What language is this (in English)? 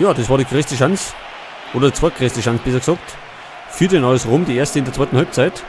Bavarian